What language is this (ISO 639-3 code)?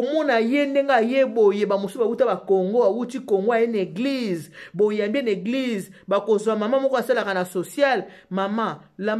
lin